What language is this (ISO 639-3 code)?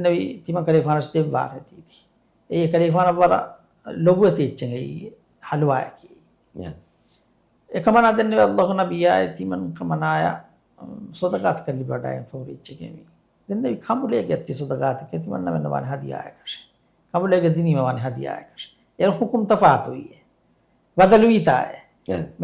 div